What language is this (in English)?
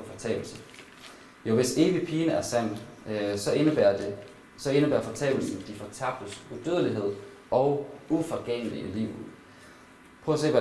Danish